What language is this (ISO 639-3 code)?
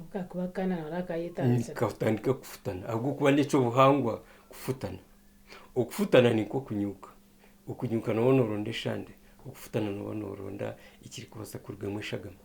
nyn